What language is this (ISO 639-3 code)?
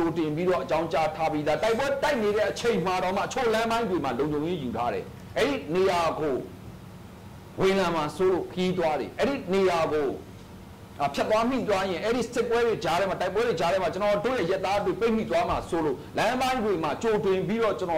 mya